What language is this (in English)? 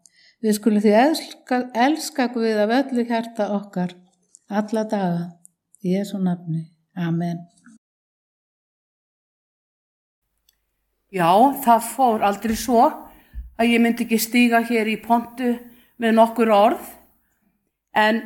Icelandic